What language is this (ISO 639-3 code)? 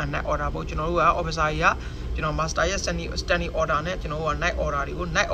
mya